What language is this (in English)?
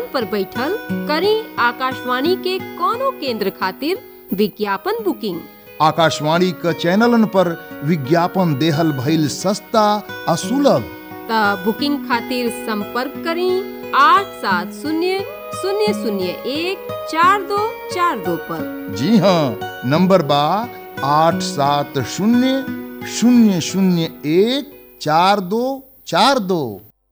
Bhojpuri